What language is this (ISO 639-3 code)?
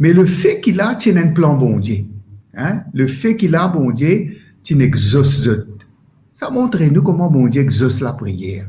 mfe